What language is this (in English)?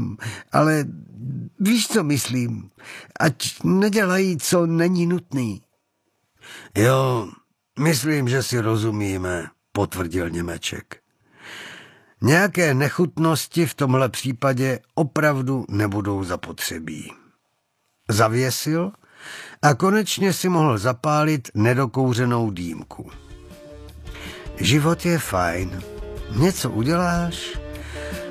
Czech